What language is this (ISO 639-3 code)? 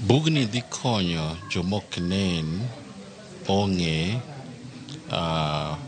luo